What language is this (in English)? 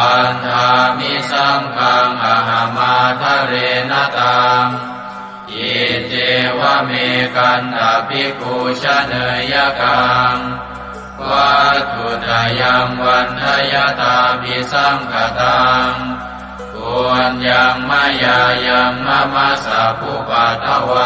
Pali